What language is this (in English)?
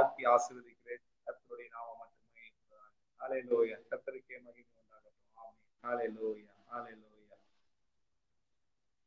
Tamil